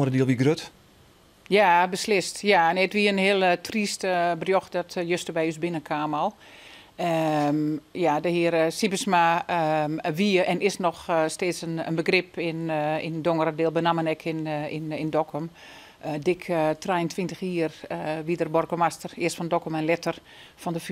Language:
Western Frisian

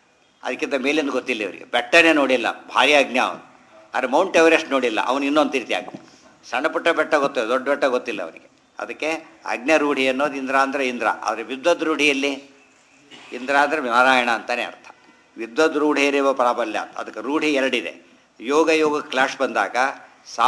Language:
Kannada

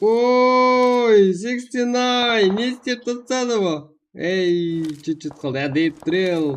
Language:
Kara-Kalpak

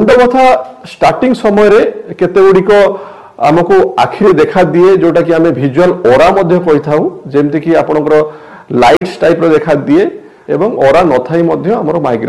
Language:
Odia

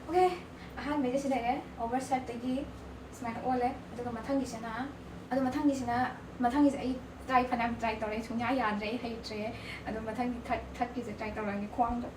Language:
Manipuri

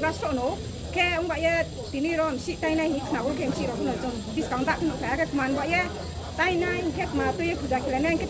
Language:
Riang (India)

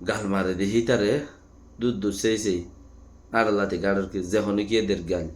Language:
Rohingya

